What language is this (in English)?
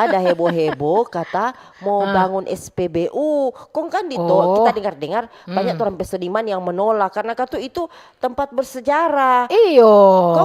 Manado Malay